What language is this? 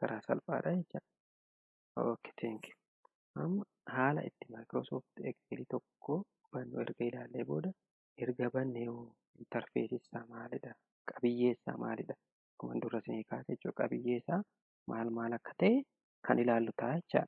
Oromo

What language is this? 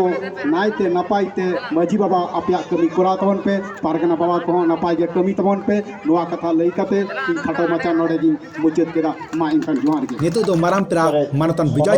Santali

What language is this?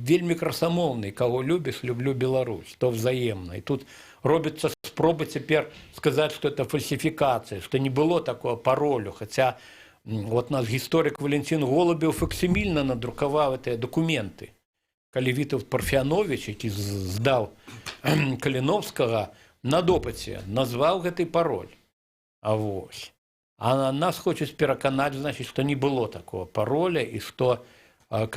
Belarusian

